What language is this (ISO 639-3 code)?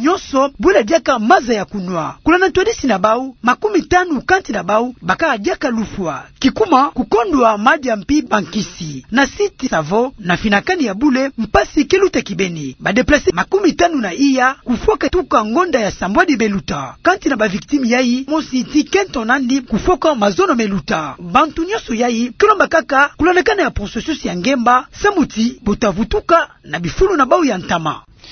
ktu